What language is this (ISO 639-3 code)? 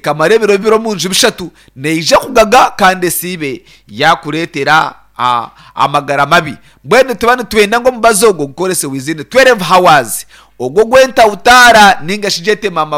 nyn